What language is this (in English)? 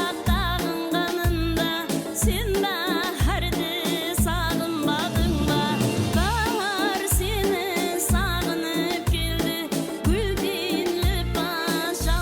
Kara-Kalpak